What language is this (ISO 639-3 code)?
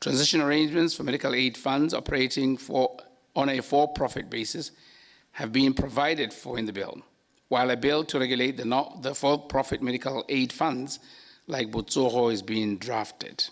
tsn